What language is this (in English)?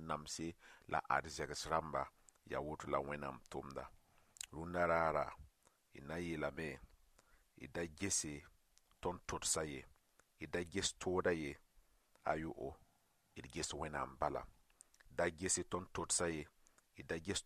Mossi